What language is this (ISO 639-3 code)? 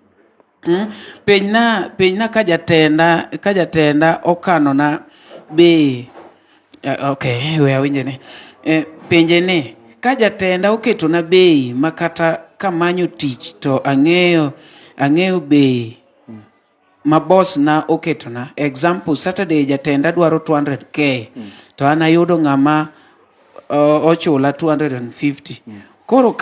luo